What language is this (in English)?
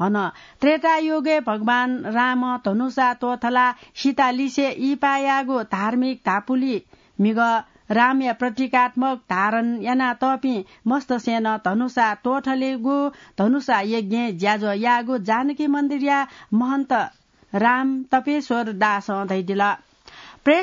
Newari